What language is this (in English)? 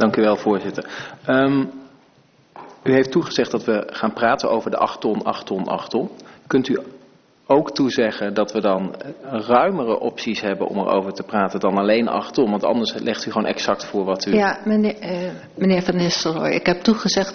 Dutch